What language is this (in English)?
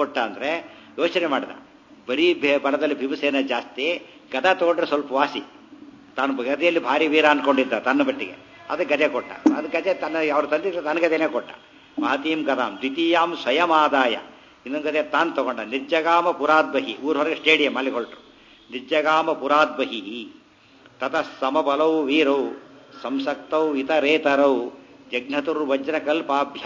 Kannada